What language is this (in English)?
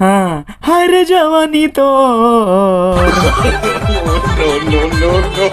Sadri